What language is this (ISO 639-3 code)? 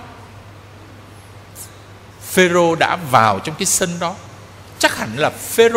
vie